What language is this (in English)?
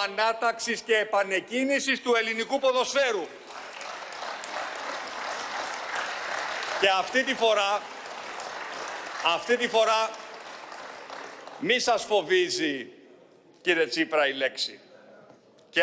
Greek